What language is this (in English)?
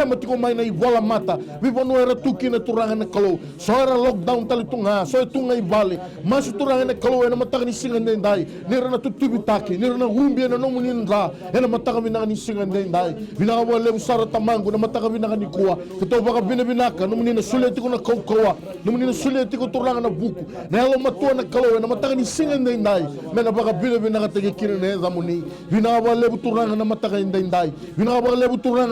Fijian